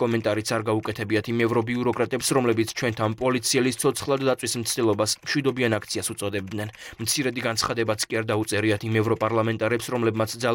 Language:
Georgian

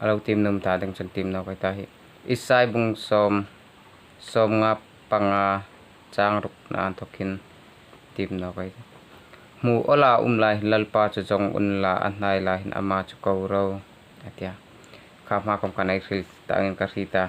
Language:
Hmar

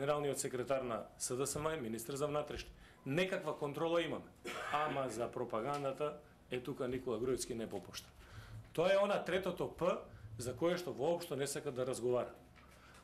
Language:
Macedonian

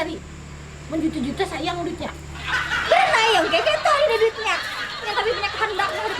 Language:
Banjar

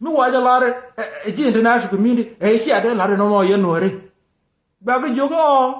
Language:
Nuer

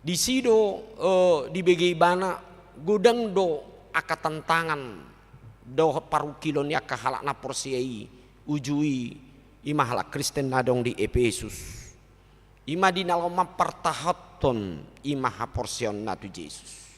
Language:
Batak Toba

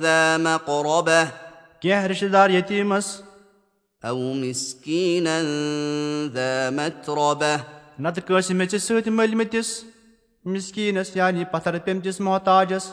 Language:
Kashmiri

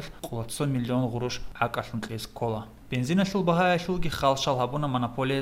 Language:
Avaric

